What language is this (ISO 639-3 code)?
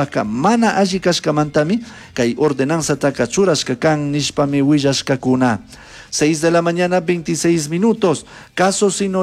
qug